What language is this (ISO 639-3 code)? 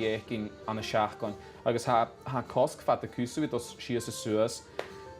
gla